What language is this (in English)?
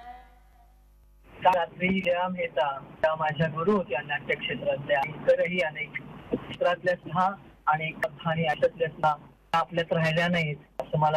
Marathi